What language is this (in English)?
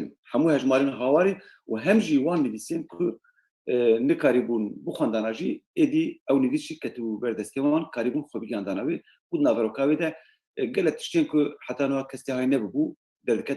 Kurdish